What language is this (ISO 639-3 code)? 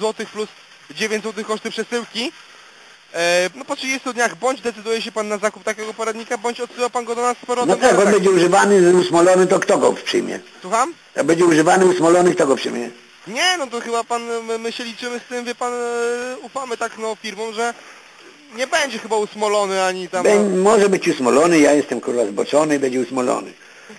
pol